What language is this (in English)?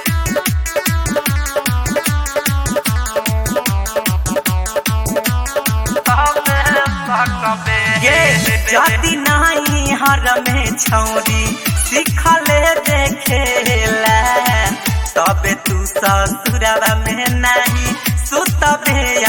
Bhojpuri